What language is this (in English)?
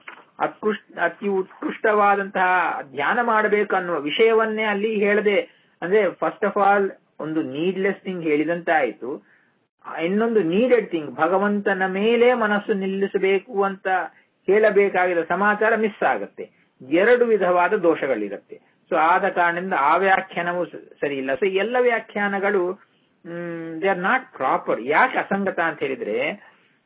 Kannada